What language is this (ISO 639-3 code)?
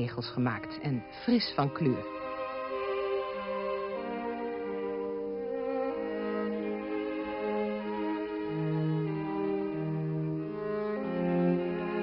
nld